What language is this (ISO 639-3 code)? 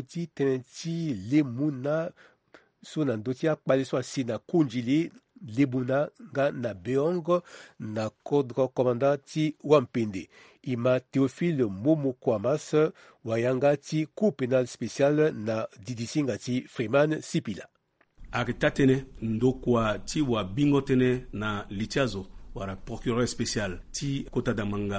sag